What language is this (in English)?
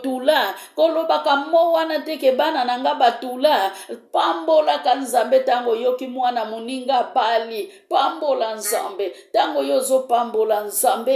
Lingala